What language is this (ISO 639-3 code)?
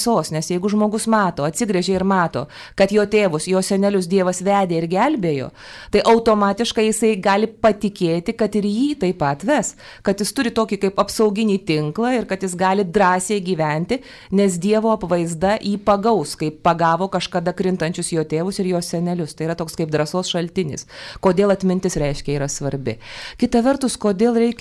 lit